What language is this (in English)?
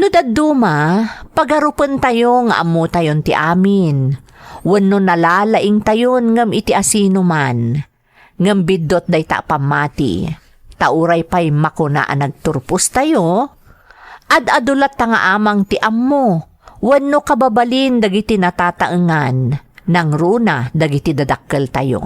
Iloko